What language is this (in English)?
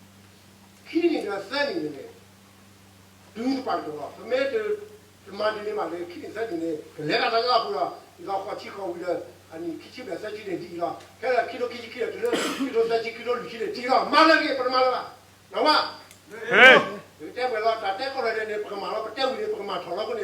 S'gaw Karen